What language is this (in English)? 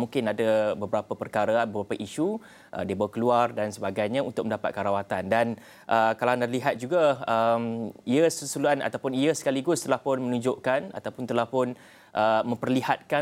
Malay